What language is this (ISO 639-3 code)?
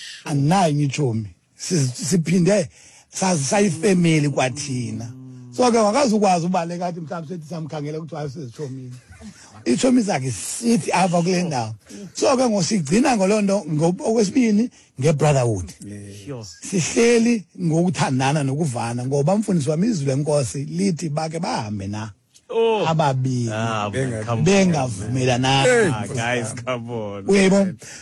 xho